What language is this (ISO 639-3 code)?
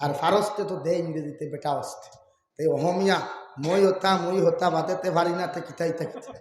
syl